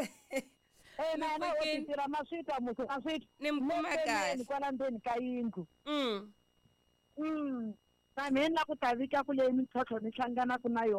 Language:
Tsonga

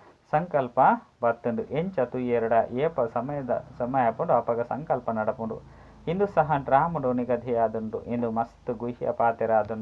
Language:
Tulu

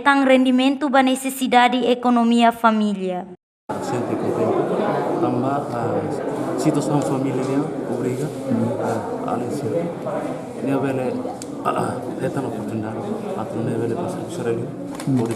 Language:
Tetum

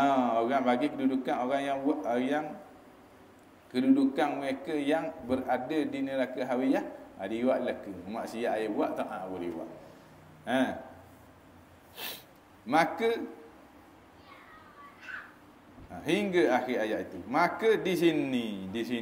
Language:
Malay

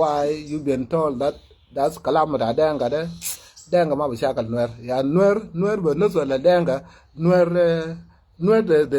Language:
Nuer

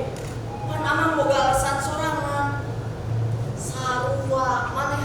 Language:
Sundanese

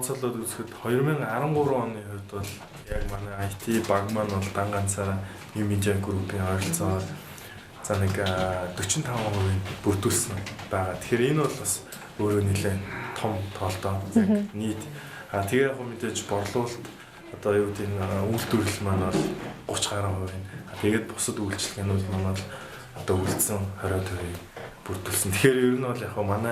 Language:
Mongolian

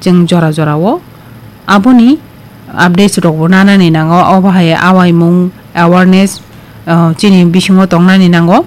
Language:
Kok Borok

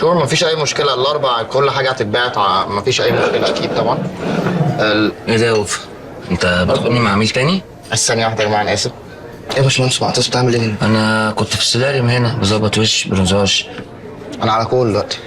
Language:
Egyptian Arabic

